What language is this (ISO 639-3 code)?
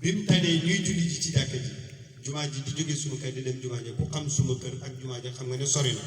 wol